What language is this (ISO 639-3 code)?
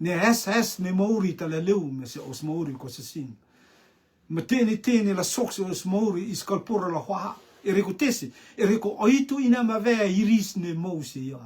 rtm